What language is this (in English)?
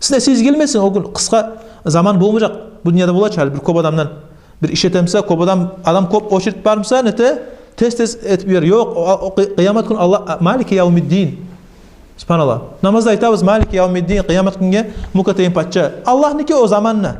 Kumyk